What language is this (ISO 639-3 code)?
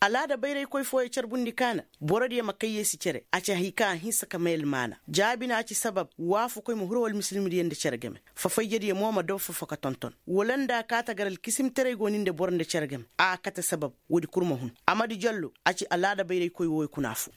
ses